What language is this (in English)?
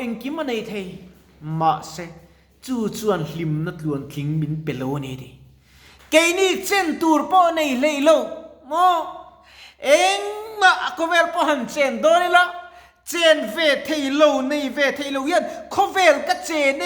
Mizo